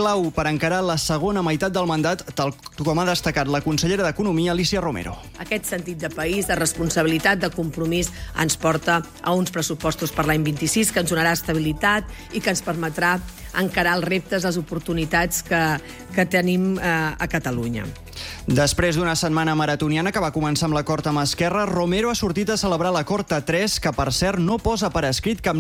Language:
Catalan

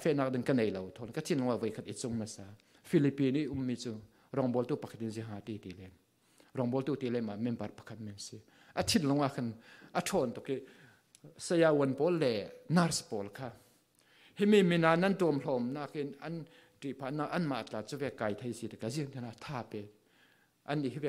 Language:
Falam Chin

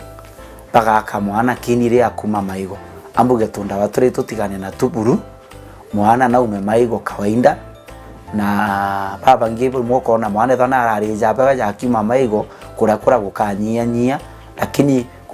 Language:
Meru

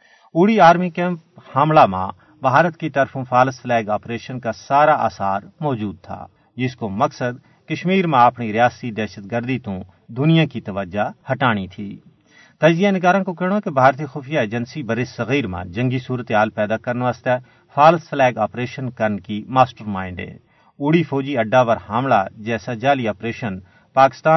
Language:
Gujari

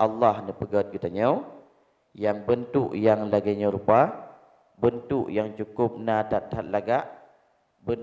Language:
Achinese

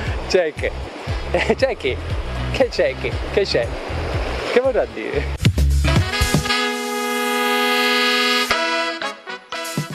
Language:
Italian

